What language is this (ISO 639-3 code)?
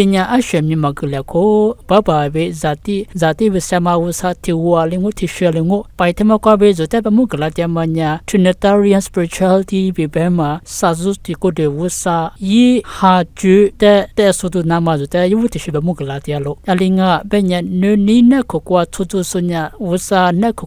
lis